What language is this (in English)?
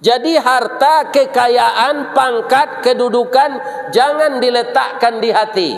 Minangkabau